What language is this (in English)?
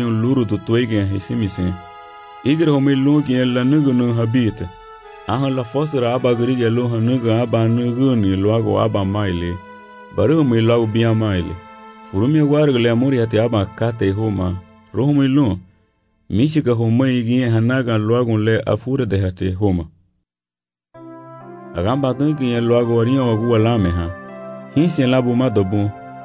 Garifuna